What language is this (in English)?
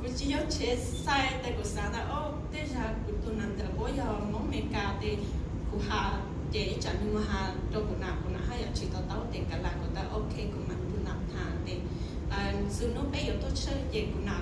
Hmong